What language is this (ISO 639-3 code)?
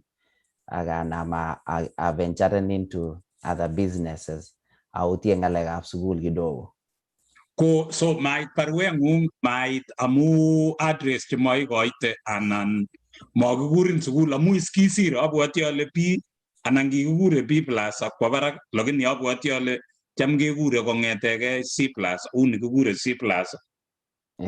kln